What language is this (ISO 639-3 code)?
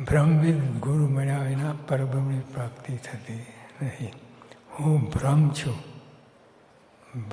guj